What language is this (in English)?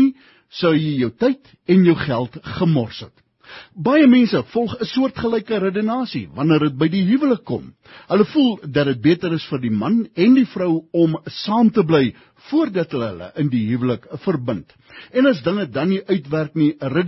Afrikaans